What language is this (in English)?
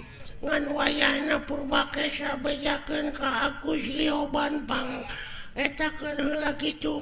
Sundanese